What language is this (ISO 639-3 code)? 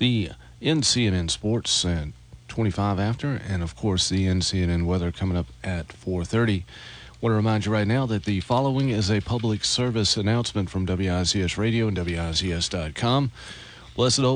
eng